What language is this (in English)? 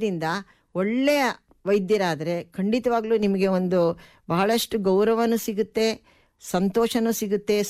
Kannada